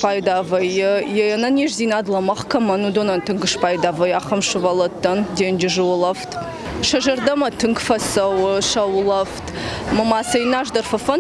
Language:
Ossetic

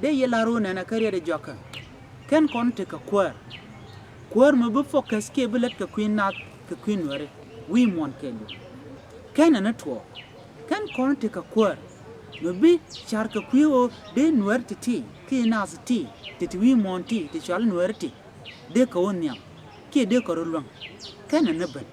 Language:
Nuer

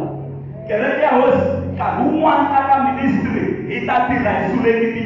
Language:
Tsonga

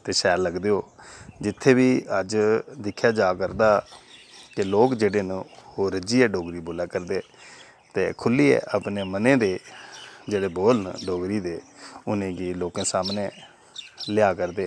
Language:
Dogri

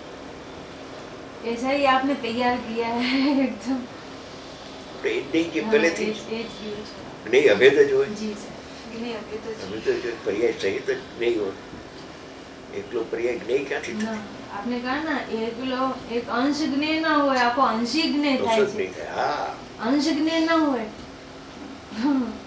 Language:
Gujarati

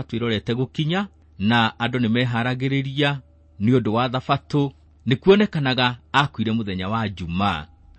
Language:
Kikuyu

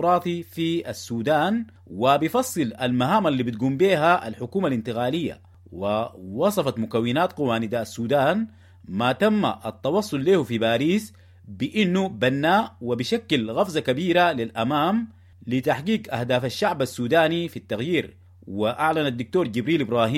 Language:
Sudanese Arabic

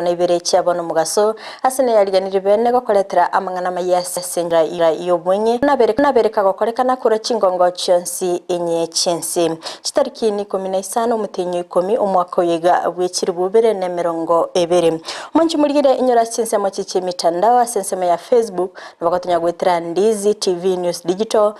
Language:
Gusii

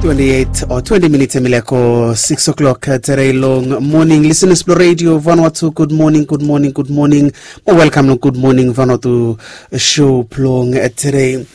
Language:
Bislama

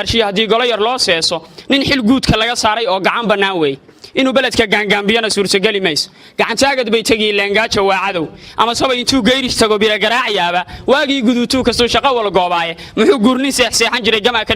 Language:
Somali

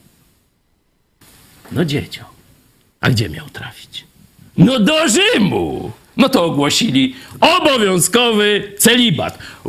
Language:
Polish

